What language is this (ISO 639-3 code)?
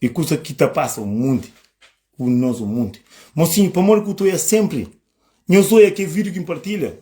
kea